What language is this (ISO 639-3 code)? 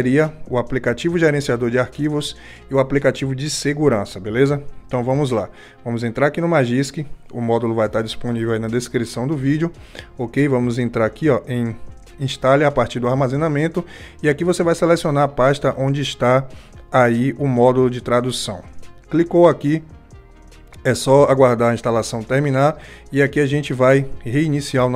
por